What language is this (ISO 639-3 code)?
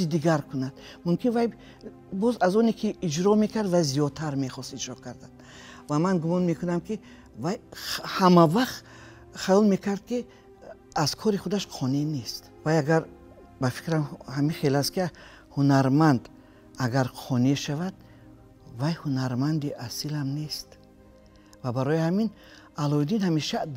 tgk